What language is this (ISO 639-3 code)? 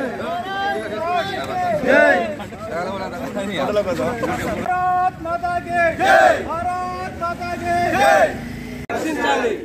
tel